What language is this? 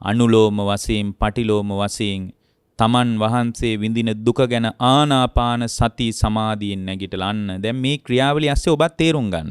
Sinhala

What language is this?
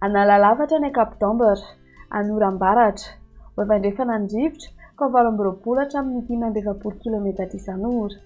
Malagasy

